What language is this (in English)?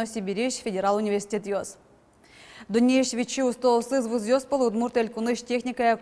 Udmurt